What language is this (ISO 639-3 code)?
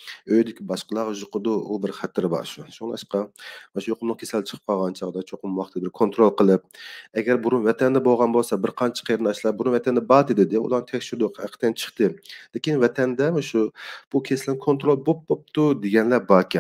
uig